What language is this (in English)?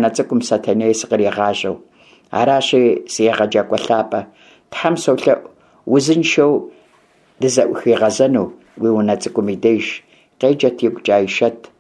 Kabardian